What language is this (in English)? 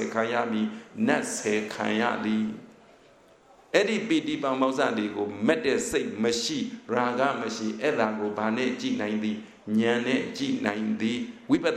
Burmese